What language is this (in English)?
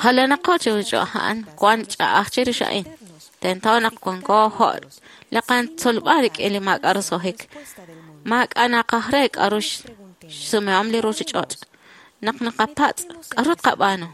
Kekchí